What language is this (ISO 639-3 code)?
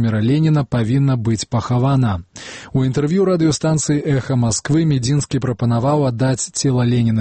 bel